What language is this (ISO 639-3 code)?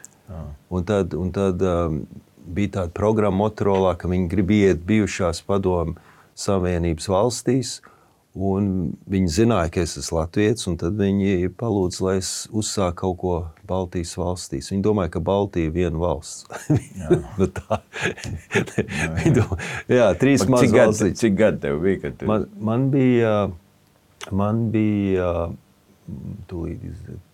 lav